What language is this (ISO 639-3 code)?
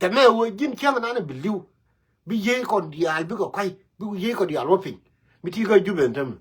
nus